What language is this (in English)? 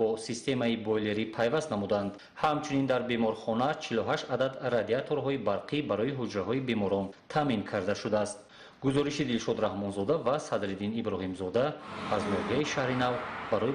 Tajik